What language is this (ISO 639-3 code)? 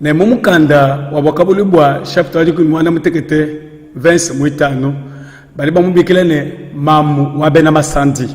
lua